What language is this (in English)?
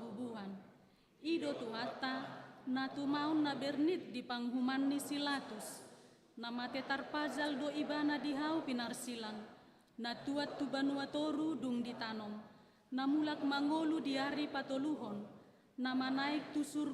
Batak Toba